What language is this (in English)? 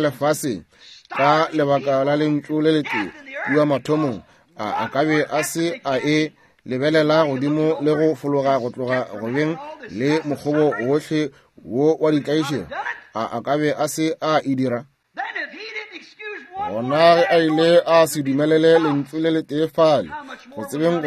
Northern Sotho